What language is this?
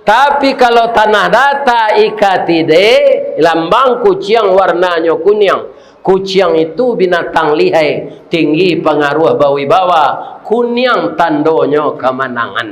Minangkabau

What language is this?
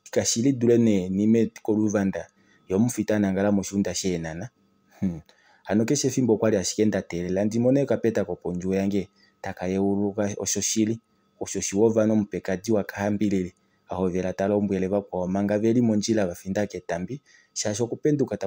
Kuanyama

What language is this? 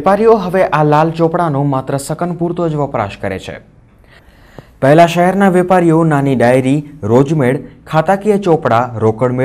Gujarati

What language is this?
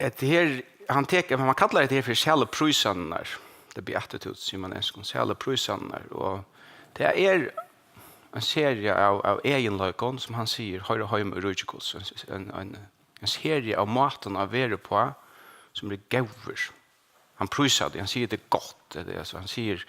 Faroese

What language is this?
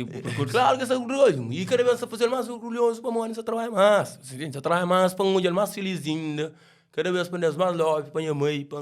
Kabuverdianu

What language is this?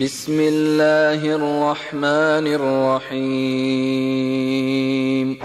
Kumyk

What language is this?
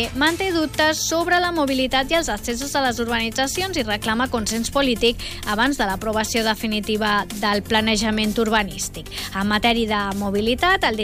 Catalan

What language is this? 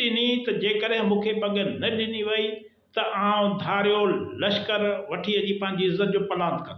Sindhi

